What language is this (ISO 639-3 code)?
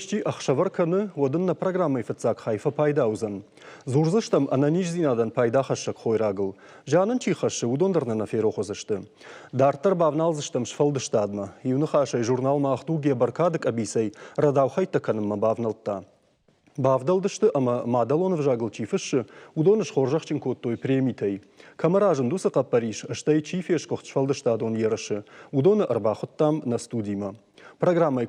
oss